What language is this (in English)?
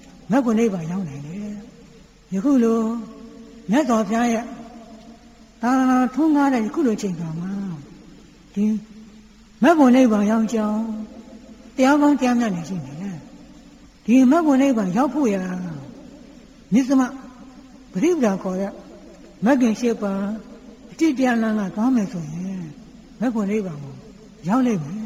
Burmese